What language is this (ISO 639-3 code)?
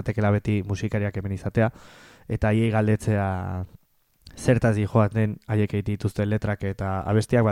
eus